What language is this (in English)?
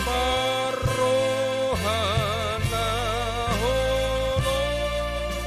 Batak Toba